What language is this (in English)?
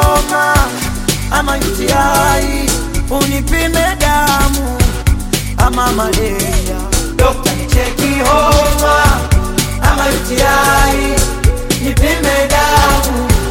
Swahili